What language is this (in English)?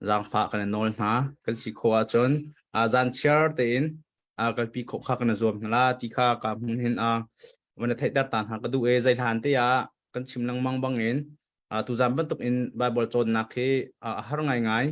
Hakha Chin